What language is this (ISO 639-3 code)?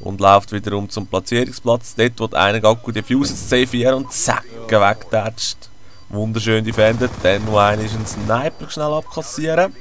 gsw